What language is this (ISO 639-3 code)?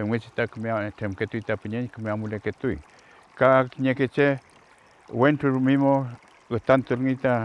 arn